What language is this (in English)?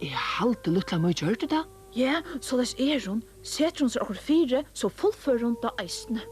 Faroese